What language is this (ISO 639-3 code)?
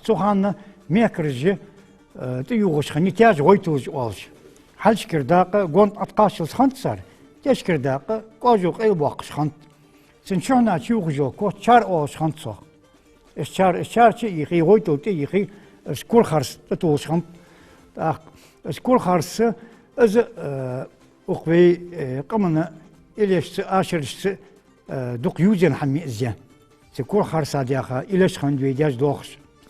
inh